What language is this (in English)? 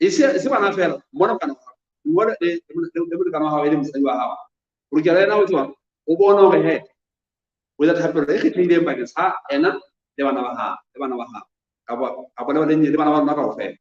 Southern Sotho